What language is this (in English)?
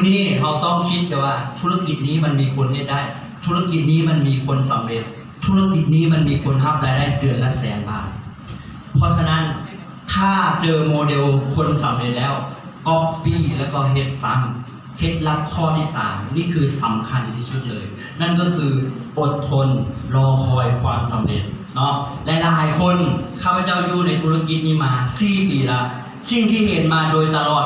Lao